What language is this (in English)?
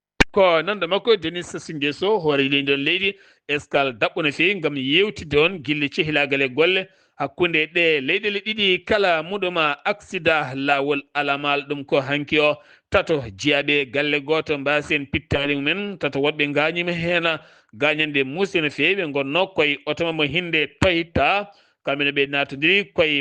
Fula